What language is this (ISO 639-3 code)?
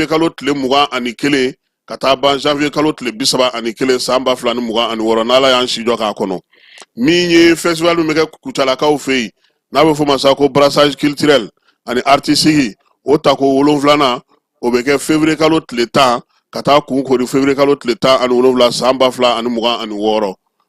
bam